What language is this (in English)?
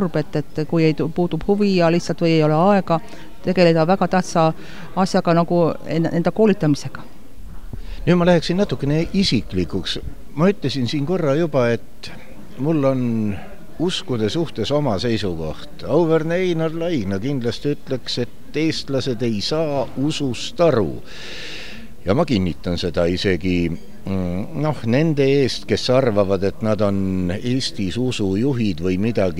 Estonian